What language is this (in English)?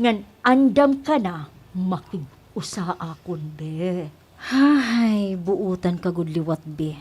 Waray